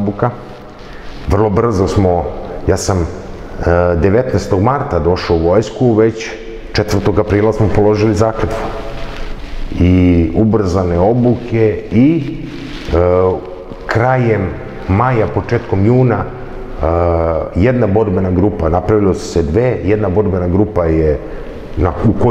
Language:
Serbian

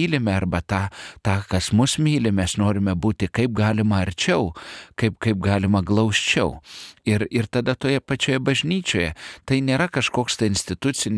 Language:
Lithuanian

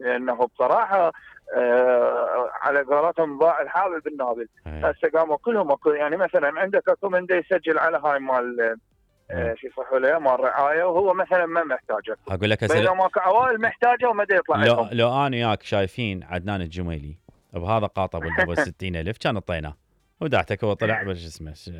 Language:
Mesopotamian Arabic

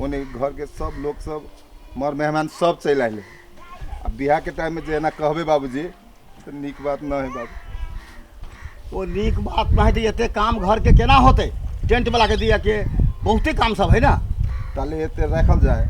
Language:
Maithili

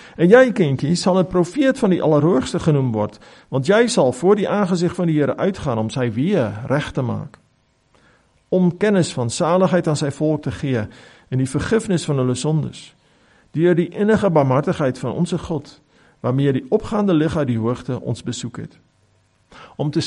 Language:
Afrikaans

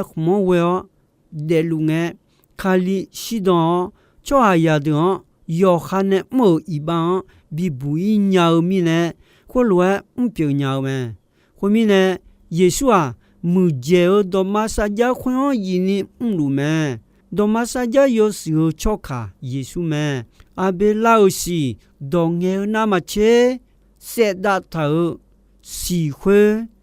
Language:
Akha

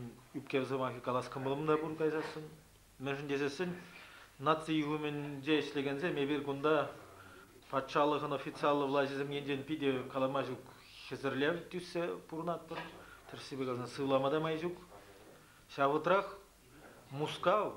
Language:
Chuvash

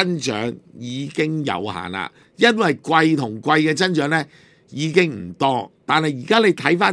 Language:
Cantonese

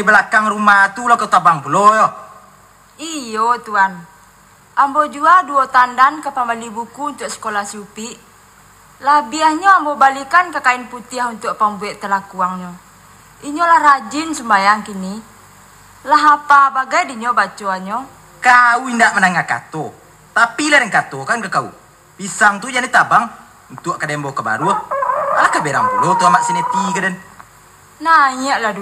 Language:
Minangkabau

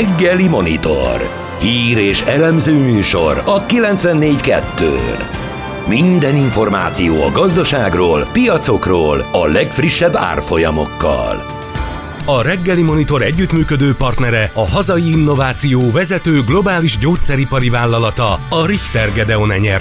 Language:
Hungarian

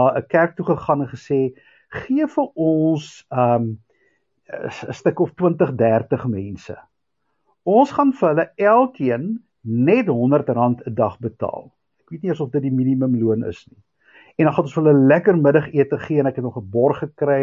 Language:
Afrikaans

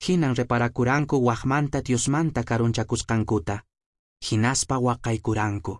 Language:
Quechua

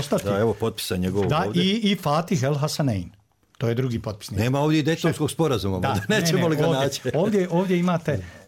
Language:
Bosnian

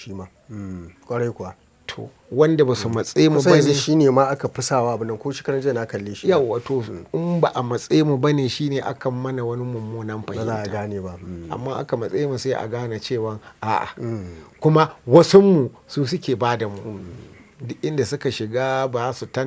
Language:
Hausa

